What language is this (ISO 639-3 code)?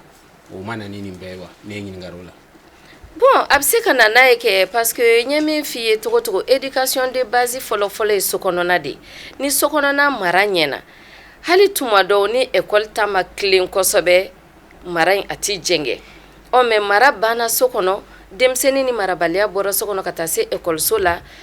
bam